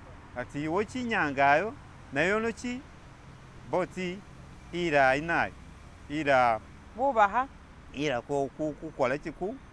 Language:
Masaaba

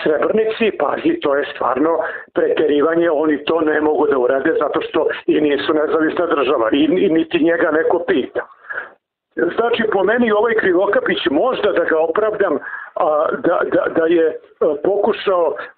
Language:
Serbian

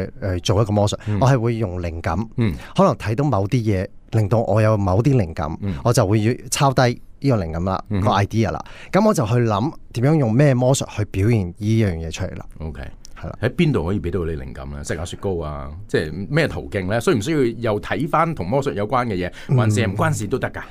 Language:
Cantonese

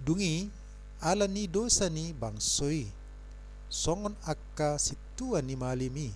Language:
Batak Toba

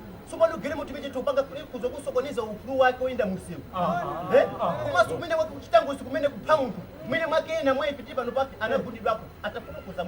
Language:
Nyanja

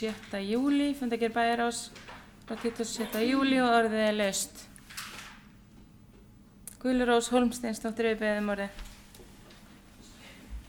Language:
Icelandic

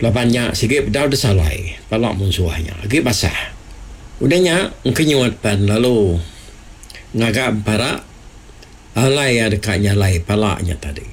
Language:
Iban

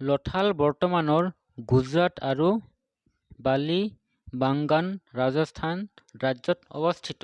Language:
Assamese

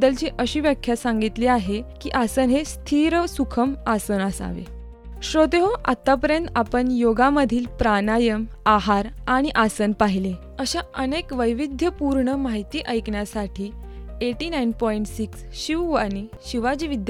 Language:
Marathi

